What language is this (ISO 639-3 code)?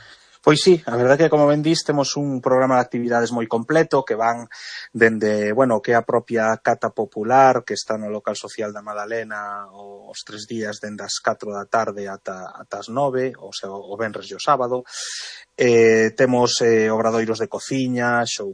glg